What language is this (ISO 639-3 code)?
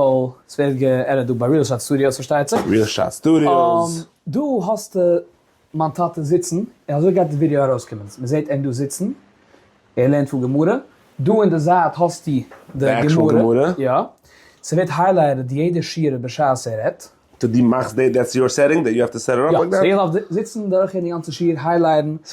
yid